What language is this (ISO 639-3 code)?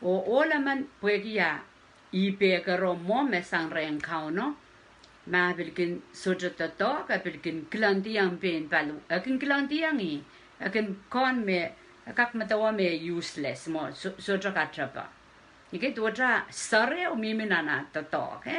pon